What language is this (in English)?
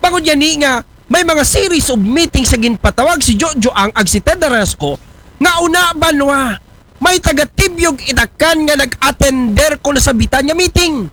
Aklanon